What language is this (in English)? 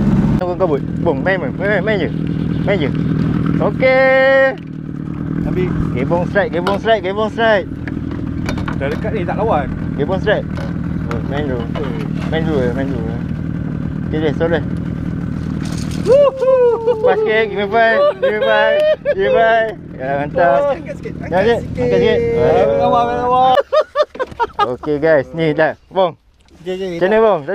Malay